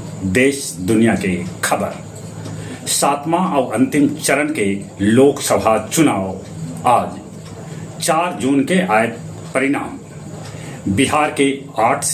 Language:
Magahi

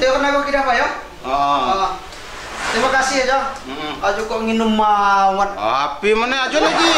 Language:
Lampung Api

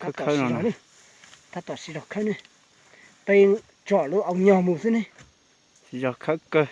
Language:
Hmong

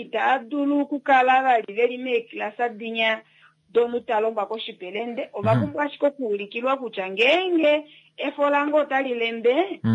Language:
Kuanyama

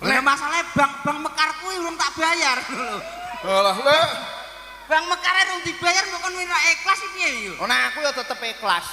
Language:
Javanese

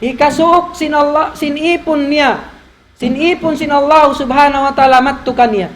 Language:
Tausug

